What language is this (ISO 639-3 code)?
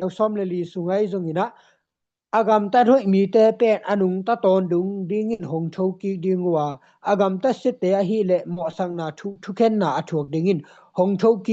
ctd